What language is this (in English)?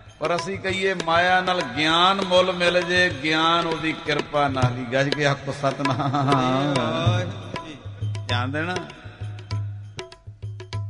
Punjabi